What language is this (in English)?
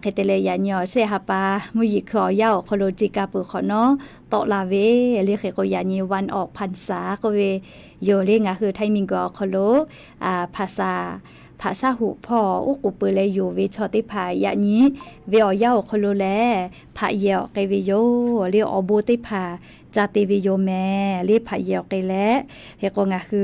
Lahu